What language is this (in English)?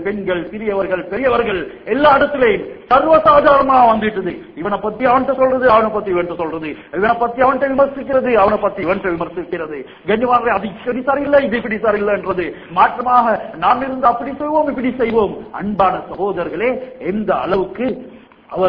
Tamil